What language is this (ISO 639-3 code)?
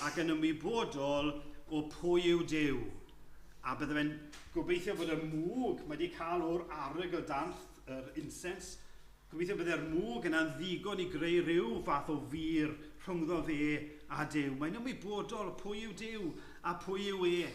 cym